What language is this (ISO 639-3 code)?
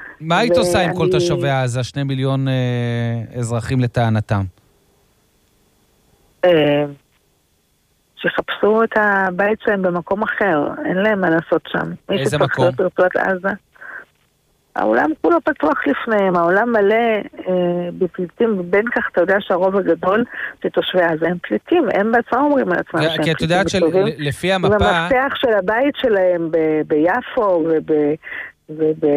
heb